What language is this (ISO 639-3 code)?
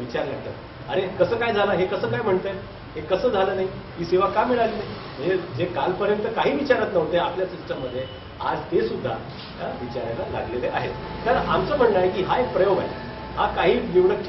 mar